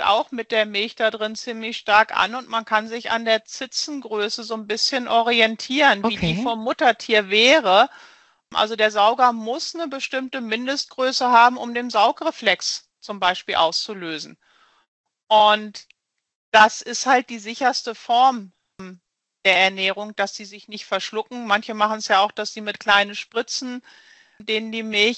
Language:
German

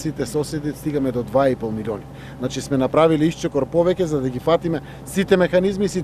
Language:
Macedonian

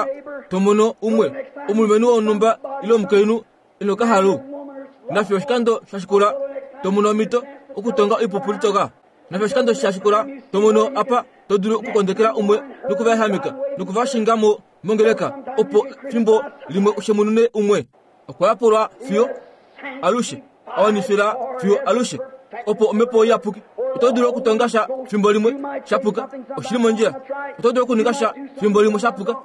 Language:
Kuanyama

